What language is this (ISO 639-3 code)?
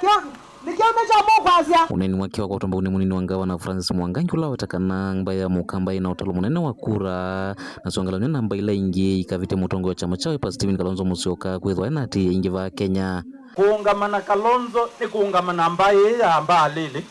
kam